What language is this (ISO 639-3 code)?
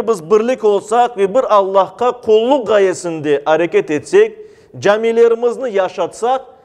crh